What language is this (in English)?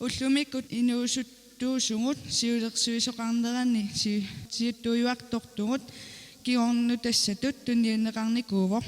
Kalaallisut